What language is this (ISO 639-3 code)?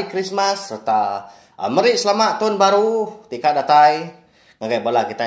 iba